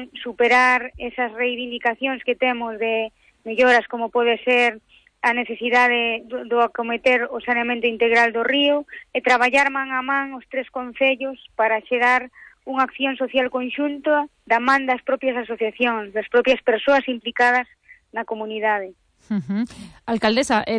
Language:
Galician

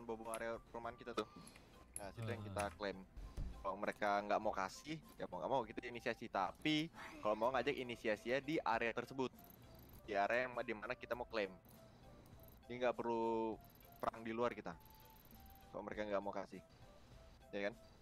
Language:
Indonesian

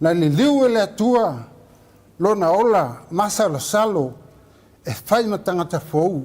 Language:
Samoan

